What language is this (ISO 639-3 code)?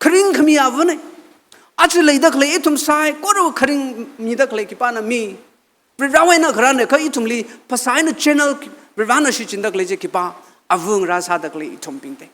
nmf